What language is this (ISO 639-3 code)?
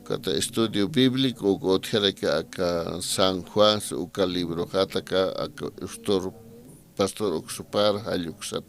aym